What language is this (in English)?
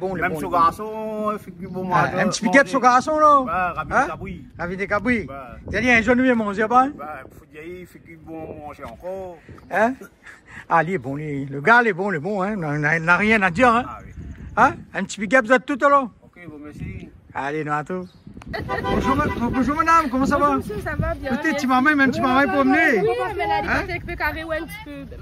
Réunion Creole French